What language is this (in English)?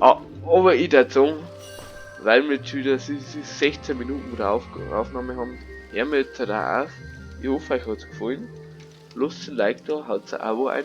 Bavarian